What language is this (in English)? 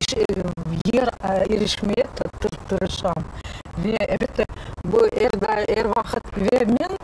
Crimean Tatar